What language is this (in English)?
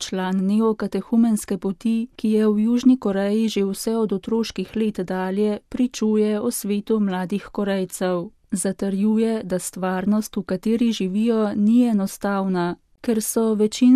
Slovenian